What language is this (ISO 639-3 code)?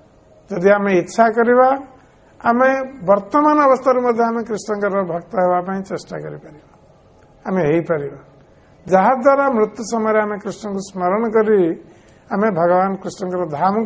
ori